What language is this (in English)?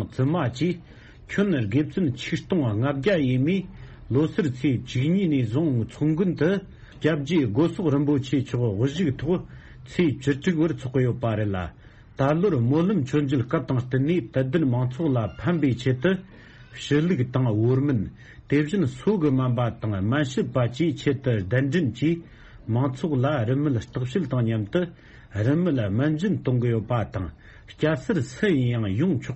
Tibetan